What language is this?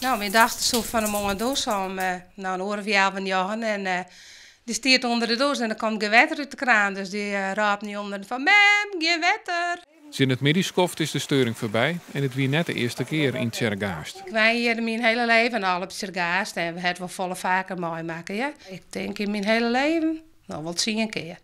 Western Frisian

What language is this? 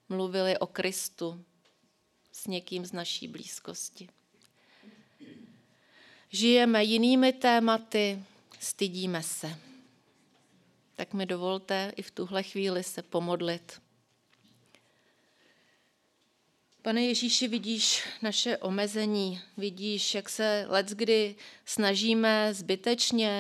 Czech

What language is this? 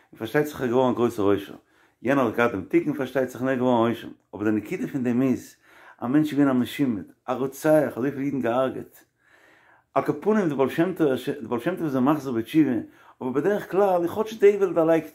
Yiddish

